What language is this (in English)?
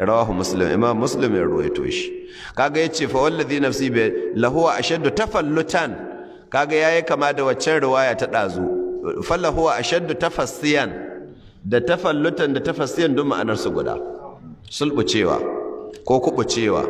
Hausa